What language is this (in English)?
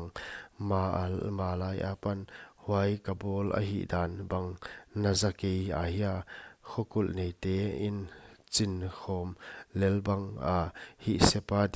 Paite Chin